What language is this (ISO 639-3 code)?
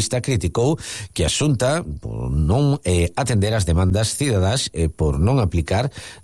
glg